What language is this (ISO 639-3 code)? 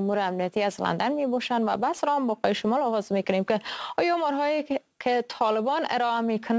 fas